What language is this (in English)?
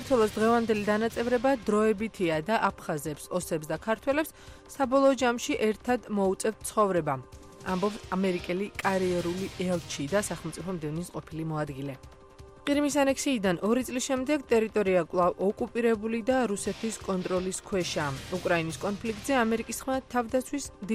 Georgian